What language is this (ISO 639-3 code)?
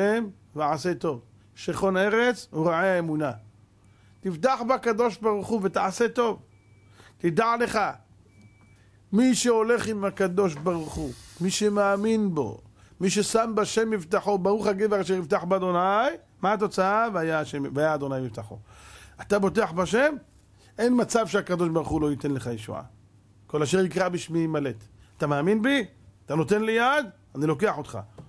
heb